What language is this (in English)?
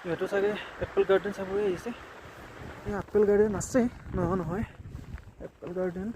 Assamese